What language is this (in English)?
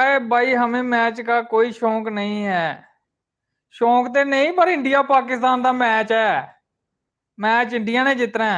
Dogri